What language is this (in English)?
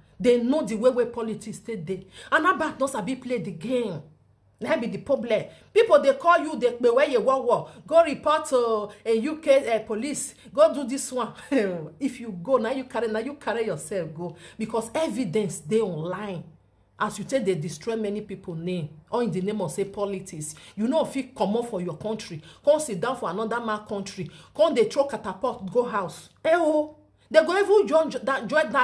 Nigerian Pidgin